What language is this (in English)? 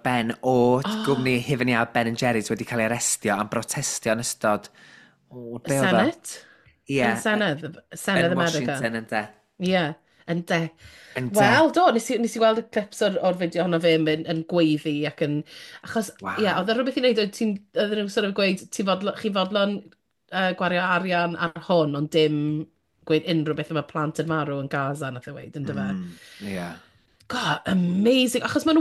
Welsh